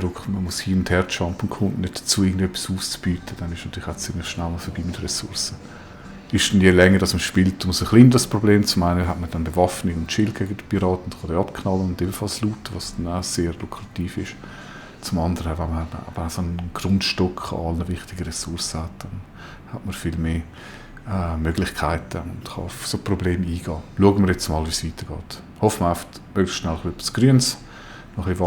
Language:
Swiss German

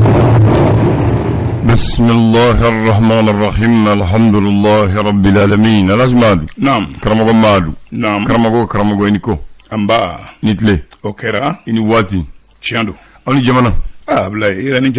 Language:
Bambara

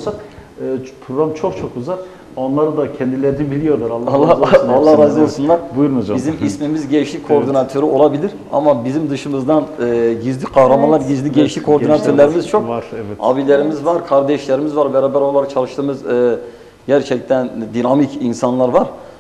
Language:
Turkish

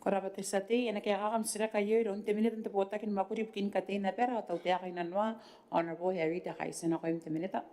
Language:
Gilbertese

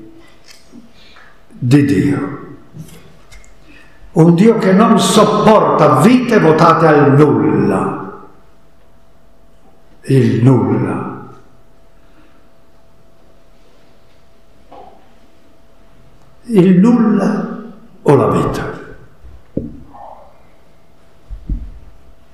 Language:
Italian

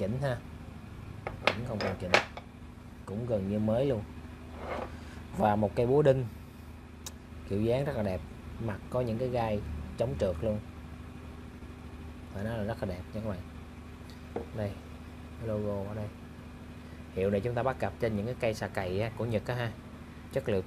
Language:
Vietnamese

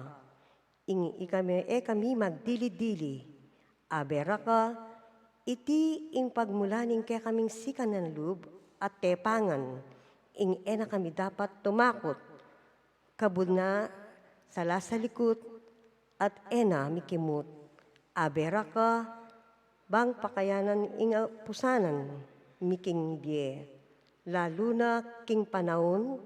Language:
Pampanga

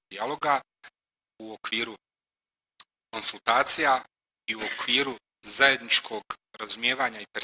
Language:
Bosnian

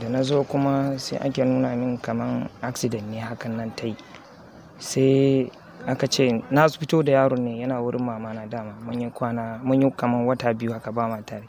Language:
Hausa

